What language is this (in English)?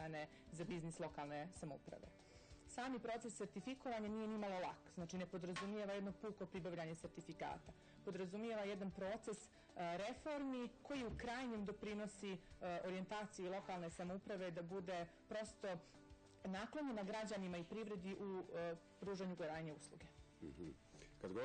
Serbian